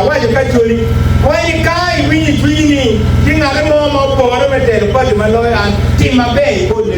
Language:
Acoli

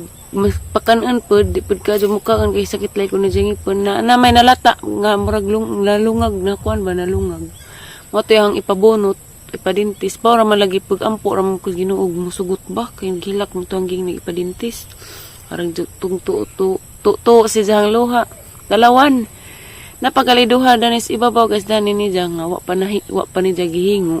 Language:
Cebuano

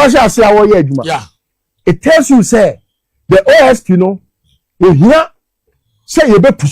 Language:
Akan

